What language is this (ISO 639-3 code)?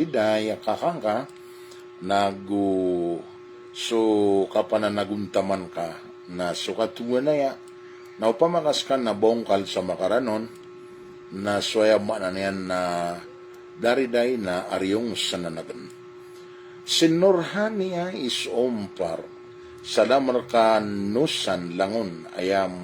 mrw